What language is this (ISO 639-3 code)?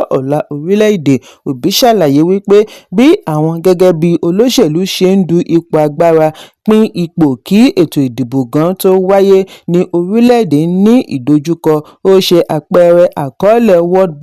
yor